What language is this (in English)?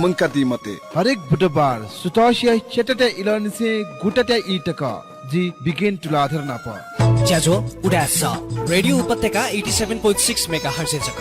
Newari